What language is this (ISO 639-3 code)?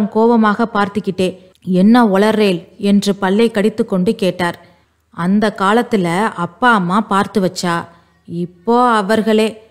tam